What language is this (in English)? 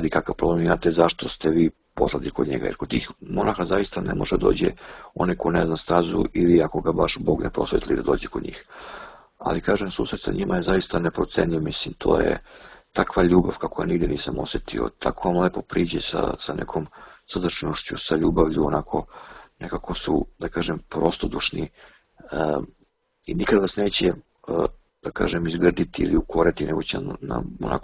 Serbian